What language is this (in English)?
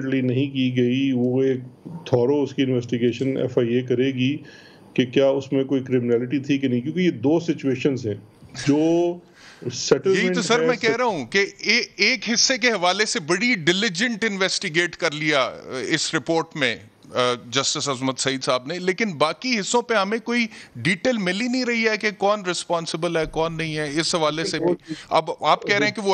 Urdu